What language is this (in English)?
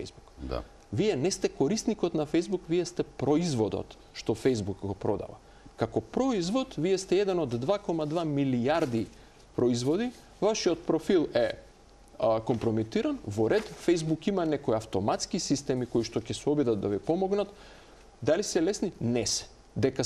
Macedonian